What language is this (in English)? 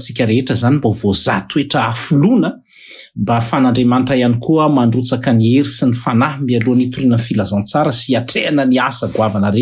Malagasy